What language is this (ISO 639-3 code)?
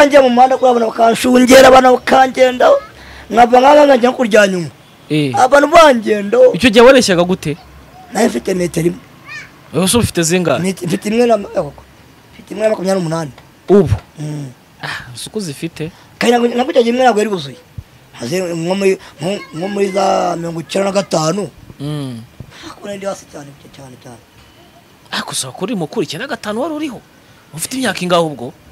kin